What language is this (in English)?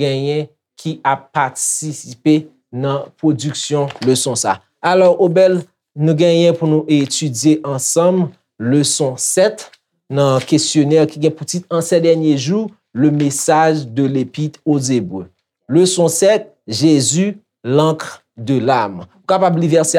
Haitian Creole